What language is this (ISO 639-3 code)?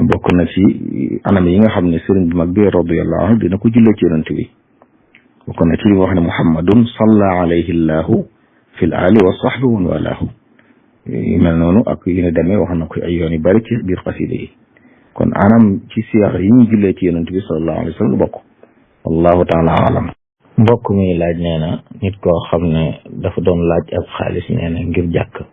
wol